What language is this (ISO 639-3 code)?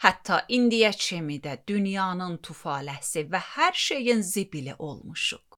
aze